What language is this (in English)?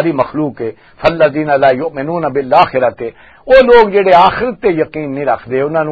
Western Panjabi